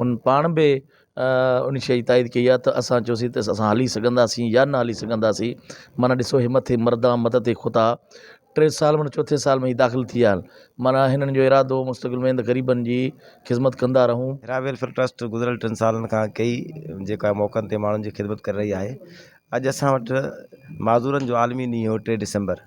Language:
Sindhi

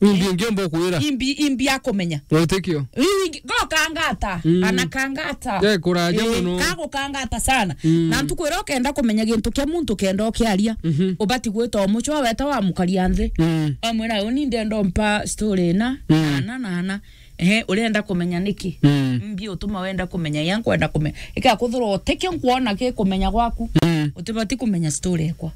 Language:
Meru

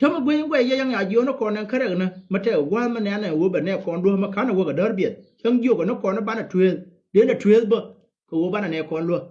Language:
Nuer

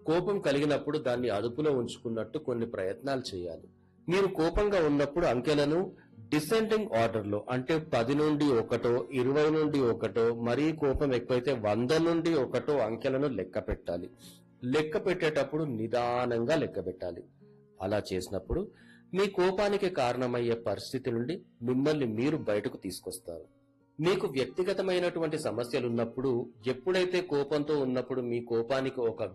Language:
Telugu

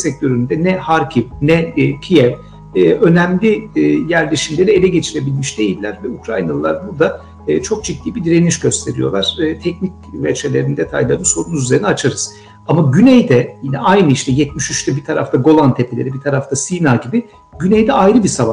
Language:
Turkish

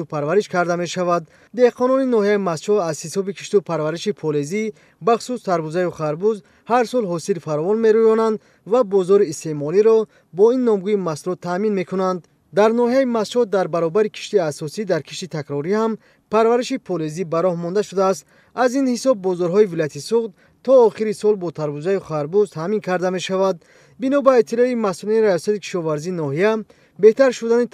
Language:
Tajik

